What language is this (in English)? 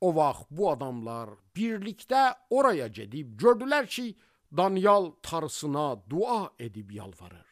Azerbaijani